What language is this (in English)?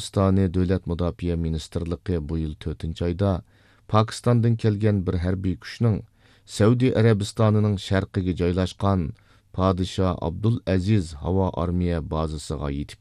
Uyghur